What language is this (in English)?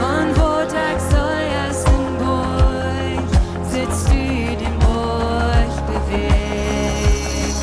Plautdietsch